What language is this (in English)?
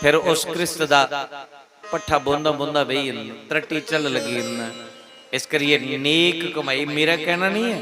Dogri